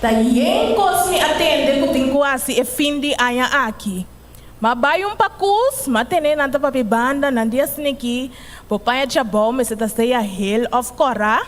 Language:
Papiamento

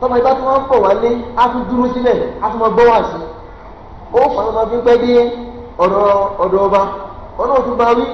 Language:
Yoruba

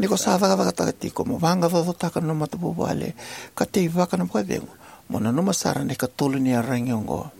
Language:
Fijian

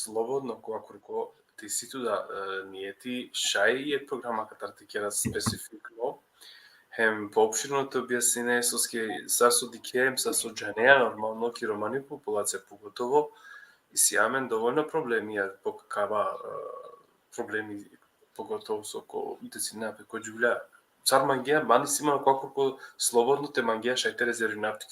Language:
Balkan Romani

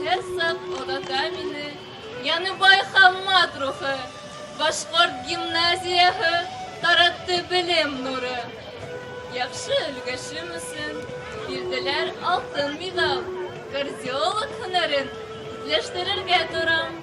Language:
Bashkir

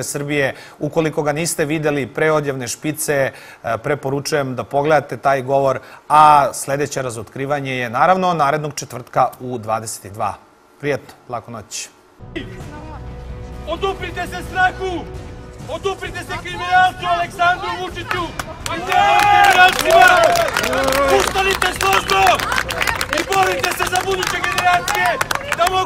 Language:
Serbian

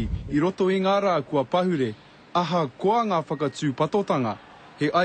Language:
Māori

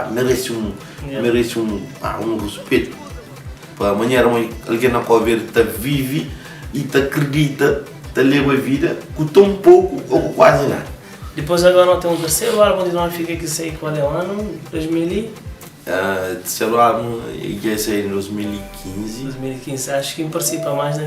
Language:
Kabuverdianu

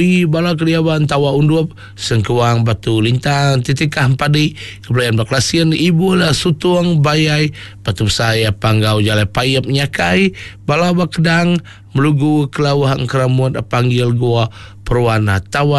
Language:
Iban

